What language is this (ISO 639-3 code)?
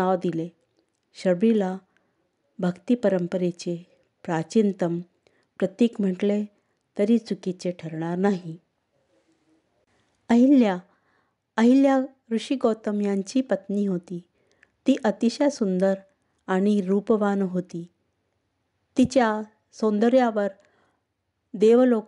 mar